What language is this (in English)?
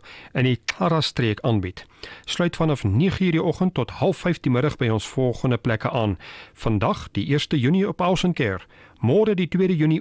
Afrikaans